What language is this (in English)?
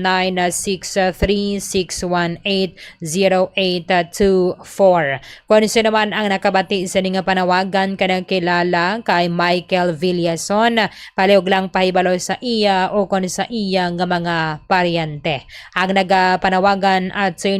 Hiligaynon